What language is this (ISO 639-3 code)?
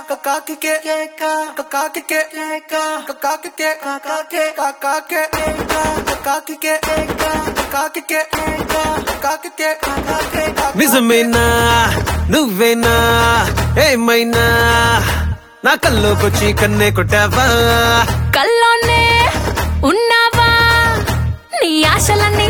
tel